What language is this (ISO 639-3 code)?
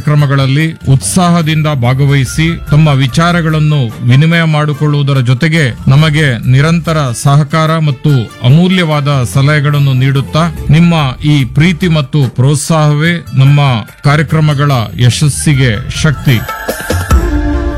kan